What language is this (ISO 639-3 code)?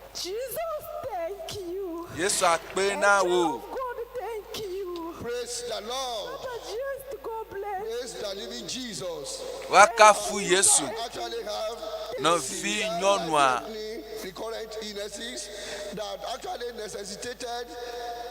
ewe